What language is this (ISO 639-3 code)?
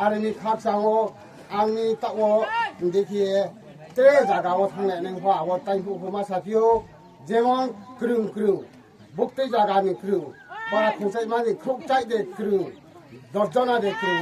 ria